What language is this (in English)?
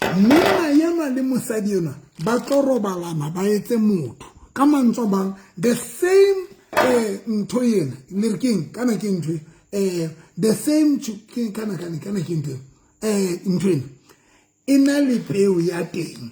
Southern Sotho